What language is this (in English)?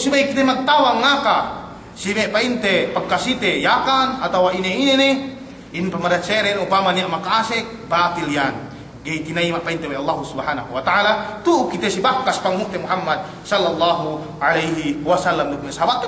Yakan